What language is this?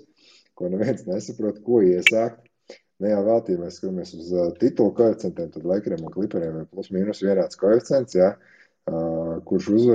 Latvian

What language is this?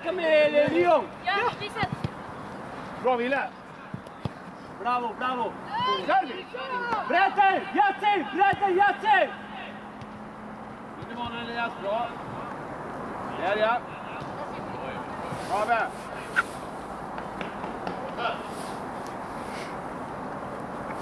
Swedish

